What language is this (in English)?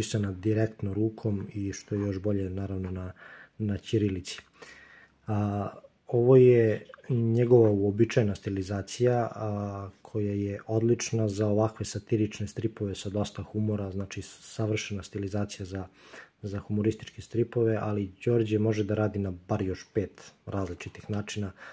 Serbian